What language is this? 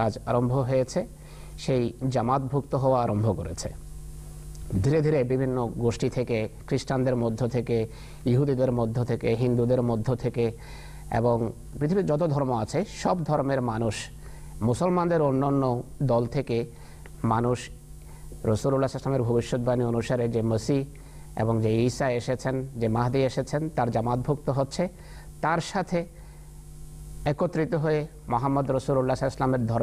Bangla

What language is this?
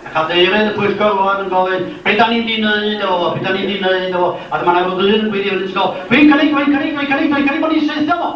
Welsh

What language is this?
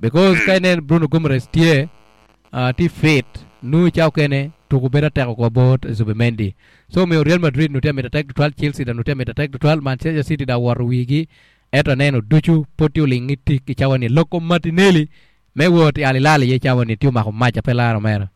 Acoli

